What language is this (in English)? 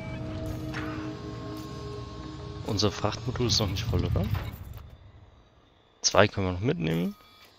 German